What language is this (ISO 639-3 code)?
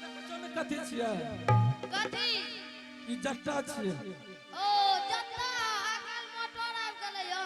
anp